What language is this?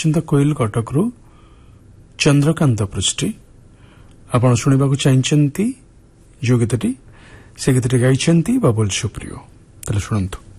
Odia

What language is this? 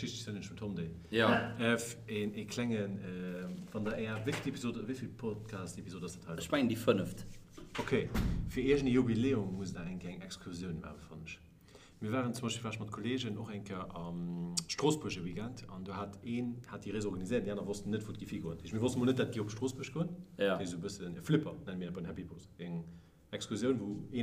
Luxembourgish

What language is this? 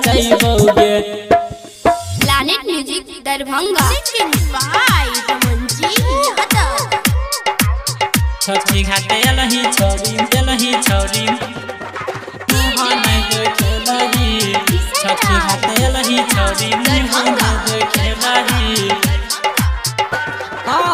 Maithili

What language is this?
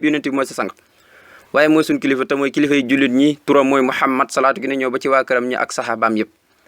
Wolof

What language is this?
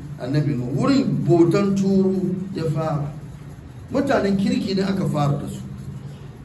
Hausa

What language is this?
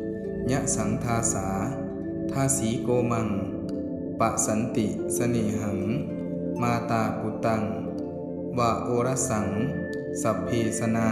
Pali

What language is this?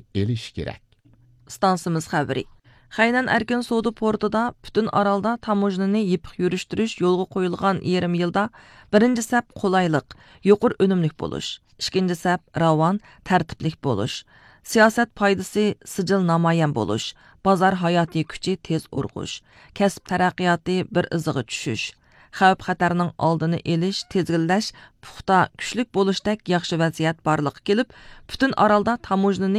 Uyghur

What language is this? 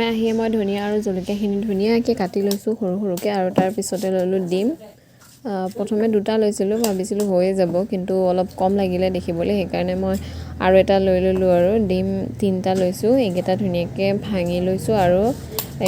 Assamese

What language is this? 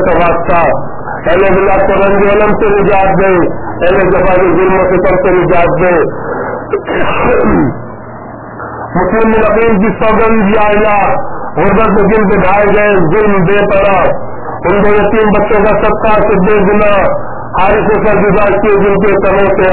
Urdu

